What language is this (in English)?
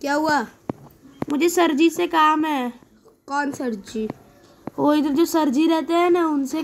Hindi